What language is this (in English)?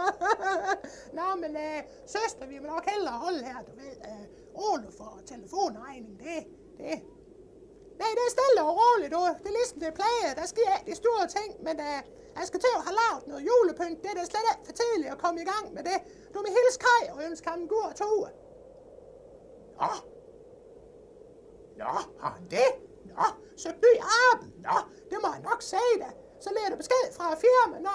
Danish